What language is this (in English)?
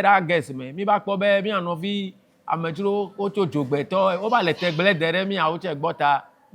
Ewe